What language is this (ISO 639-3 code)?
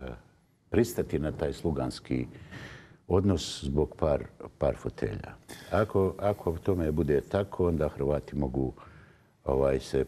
bos